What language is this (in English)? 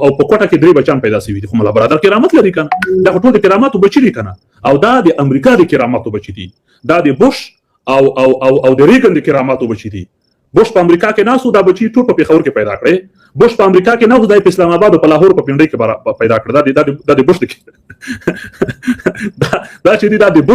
Pashto